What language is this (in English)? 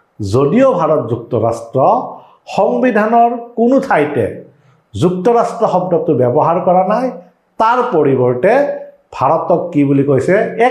Assamese